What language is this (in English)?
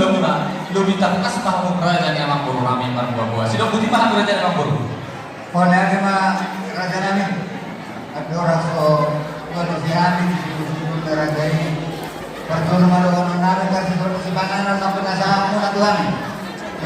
Batak Toba